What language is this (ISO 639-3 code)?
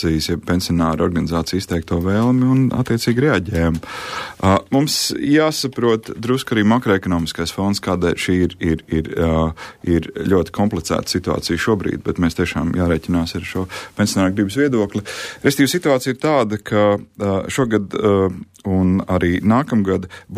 lav